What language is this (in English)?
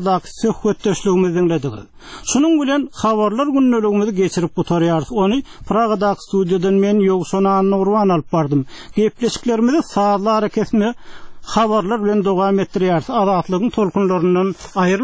Turkmen